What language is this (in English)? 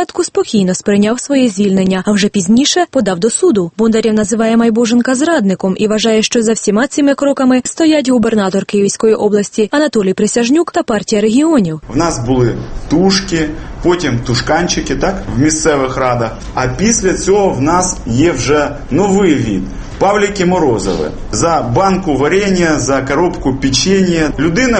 Ukrainian